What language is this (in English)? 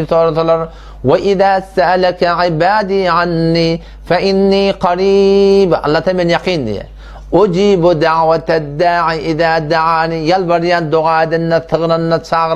Turkmen